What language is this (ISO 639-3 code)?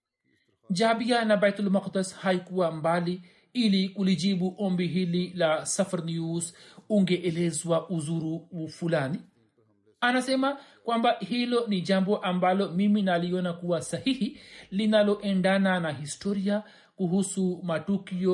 swa